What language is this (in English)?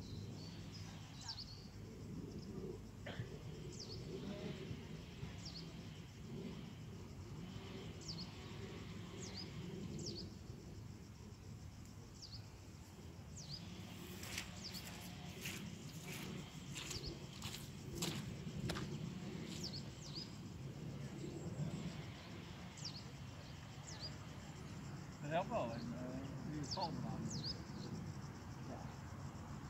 Dutch